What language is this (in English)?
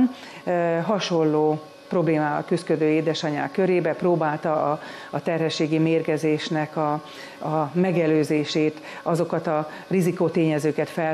Hungarian